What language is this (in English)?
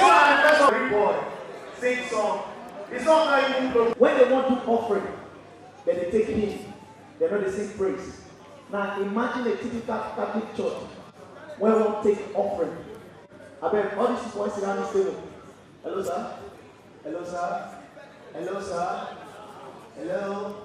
Nigerian Pidgin